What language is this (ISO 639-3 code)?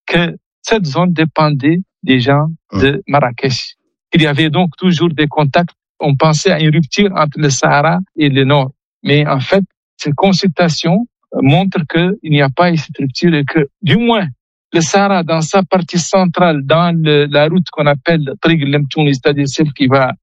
fra